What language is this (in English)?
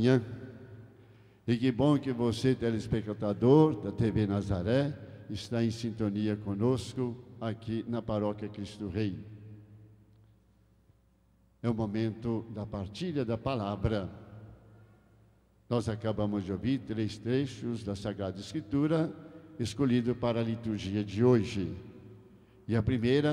Portuguese